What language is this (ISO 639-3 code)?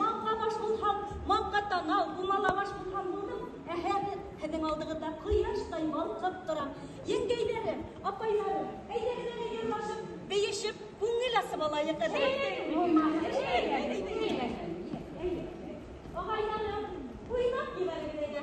bak